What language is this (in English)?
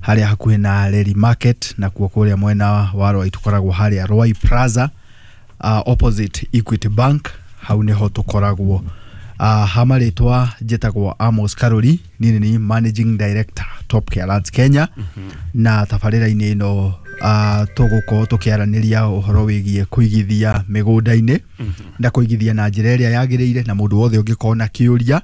Kikuyu